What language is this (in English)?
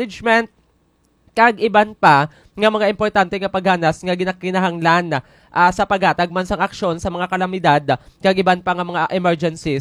Hiligaynon